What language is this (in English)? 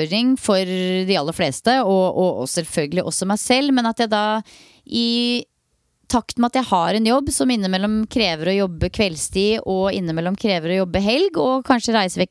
Norwegian